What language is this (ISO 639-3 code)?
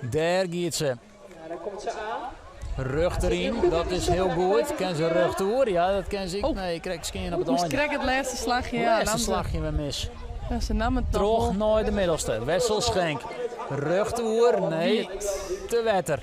fry